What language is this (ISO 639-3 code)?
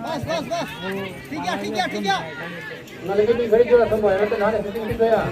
sat